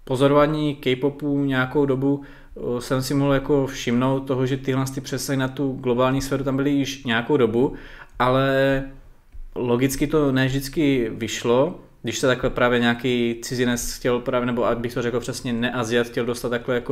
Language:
Czech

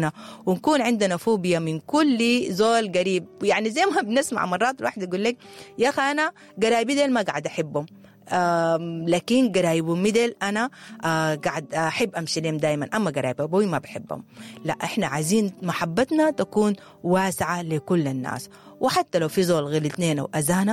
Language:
Sudanese Arabic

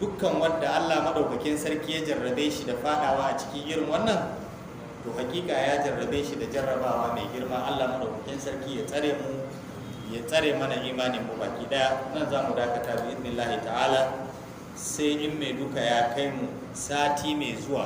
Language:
Hausa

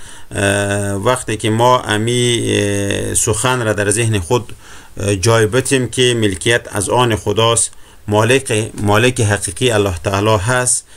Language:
Persian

